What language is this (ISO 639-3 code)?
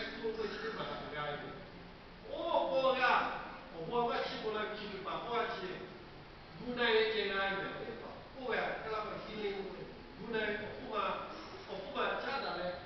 lhu